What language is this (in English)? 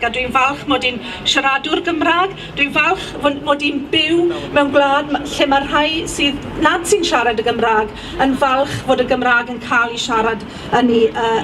Welsh